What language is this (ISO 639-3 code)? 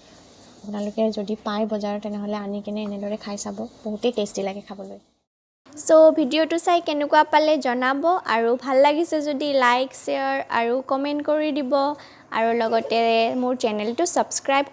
asm